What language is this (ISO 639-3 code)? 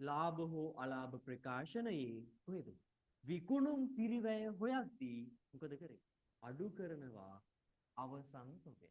sin